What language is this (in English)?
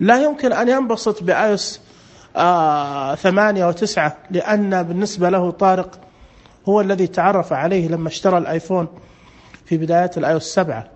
Najdi Arabic